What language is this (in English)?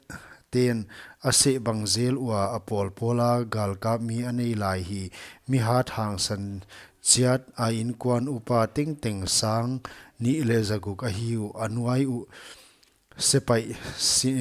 Paite Chin